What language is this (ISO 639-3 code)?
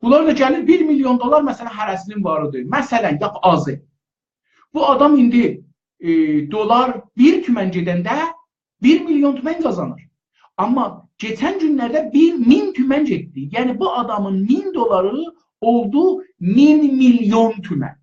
azb